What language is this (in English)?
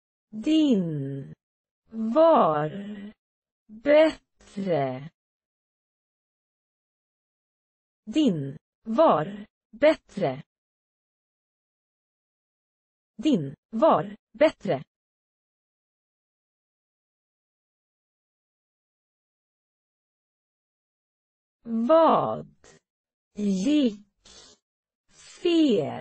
Swedish